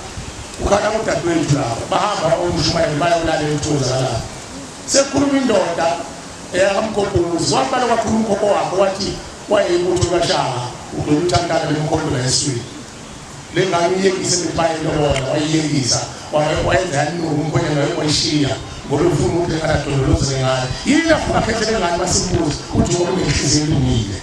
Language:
Zulu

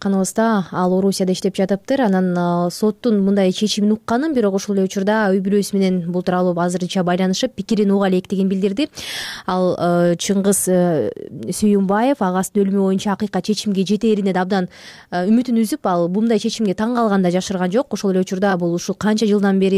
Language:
Kyrgyz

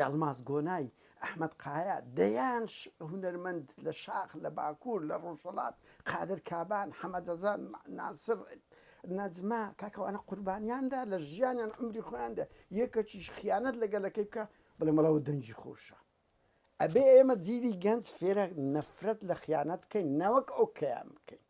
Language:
Central Kurdish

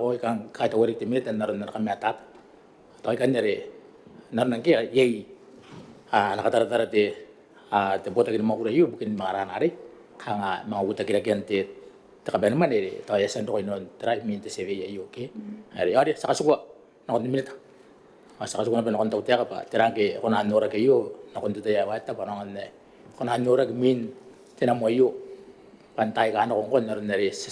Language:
Gilbertese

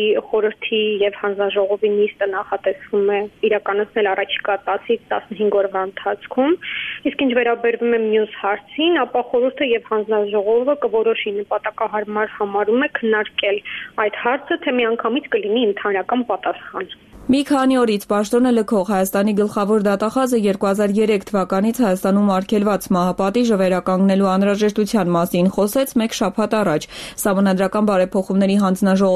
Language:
Armenian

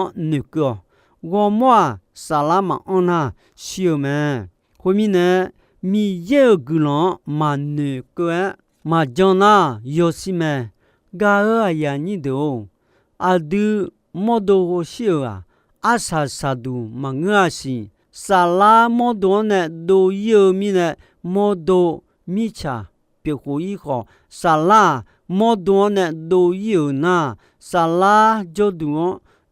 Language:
Akha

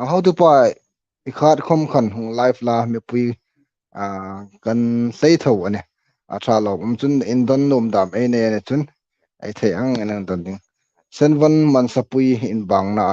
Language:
Hmar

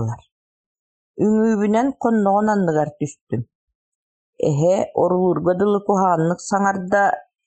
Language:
Yakut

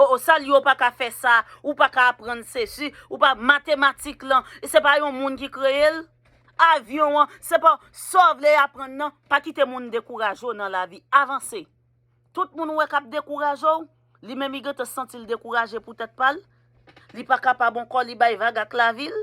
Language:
Haitian Creole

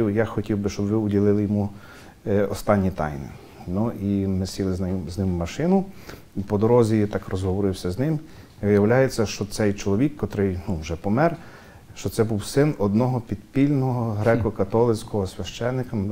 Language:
Ukrainian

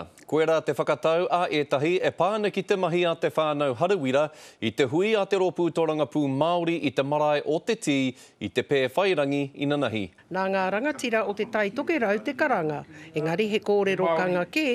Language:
Māori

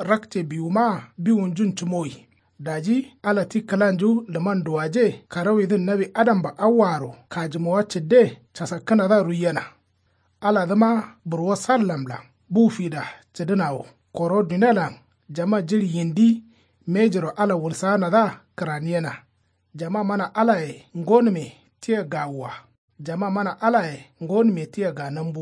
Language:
Kanuri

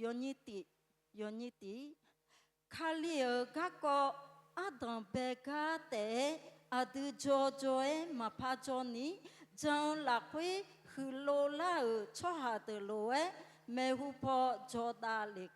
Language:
Akha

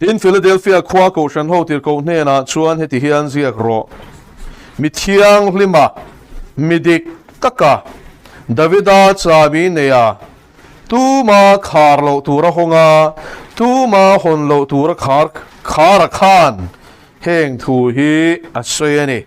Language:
Mizo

